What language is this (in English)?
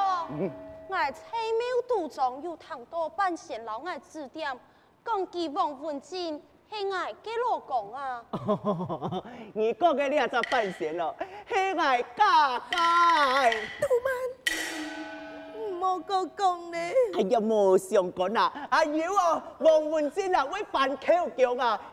Hakka Chinese